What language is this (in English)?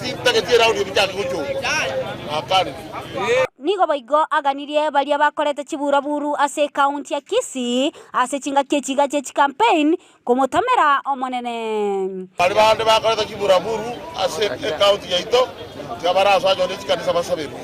Gusii